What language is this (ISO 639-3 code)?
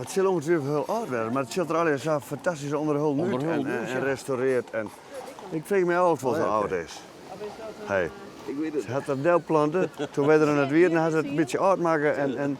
fry